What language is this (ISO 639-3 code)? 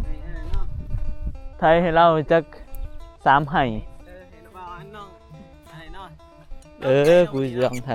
tts